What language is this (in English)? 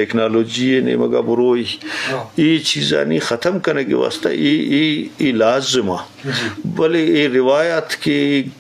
Eastern Balochi